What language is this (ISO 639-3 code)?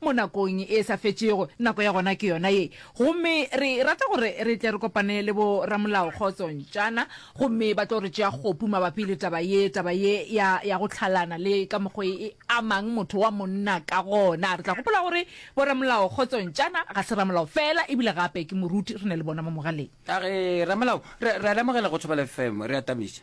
nso